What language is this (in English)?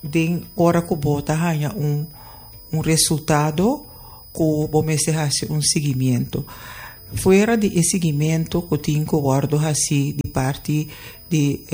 Papiamento